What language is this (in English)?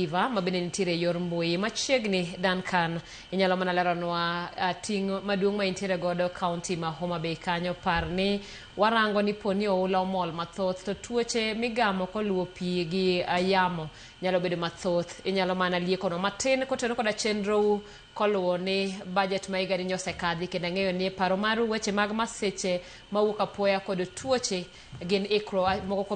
Luo (Kenya and Tanzania)